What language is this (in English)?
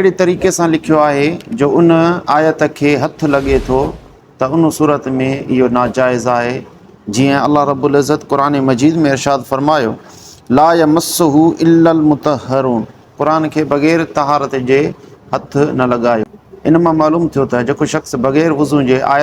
Sindhi